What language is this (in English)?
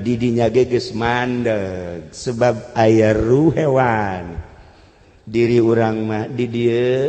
Sundanese